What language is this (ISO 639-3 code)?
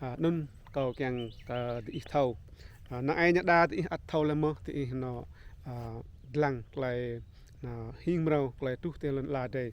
rad